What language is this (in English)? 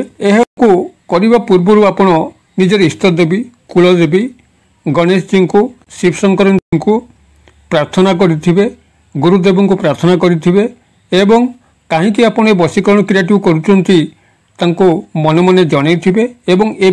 Odia